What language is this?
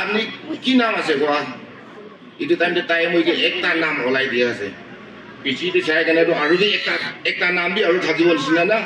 Naga Pidgin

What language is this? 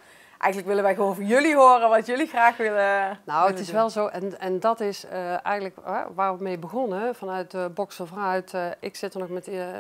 Dutch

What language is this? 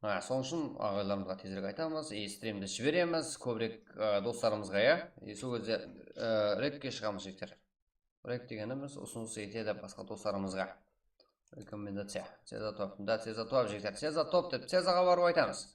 Kara-Kalpak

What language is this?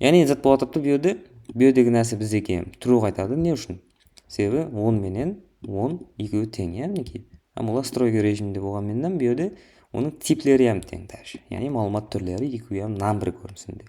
Kara-Kalpak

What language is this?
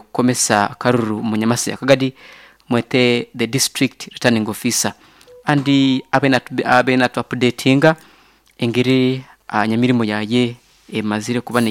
Nyankole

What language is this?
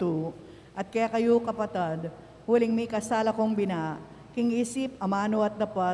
Pampanga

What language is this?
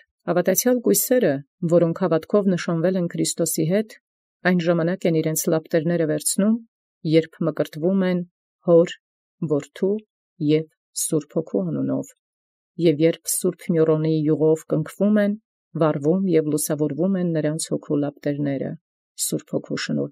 Armenian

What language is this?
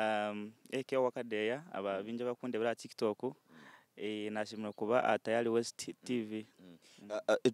Nyankole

